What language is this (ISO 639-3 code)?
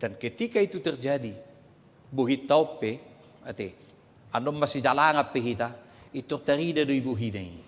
bbc